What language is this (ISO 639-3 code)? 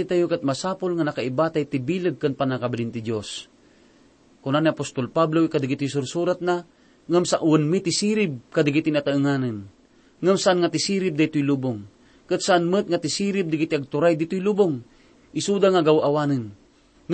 ilo